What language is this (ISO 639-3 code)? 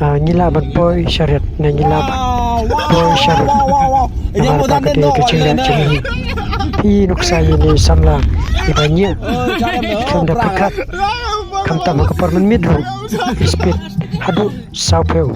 kha